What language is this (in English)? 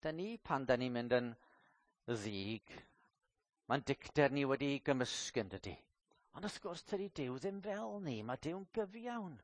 Welsh